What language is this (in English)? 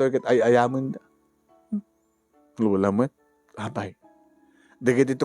Iloko